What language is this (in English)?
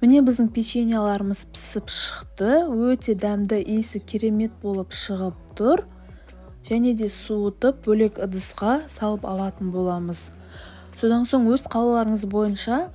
Kazakh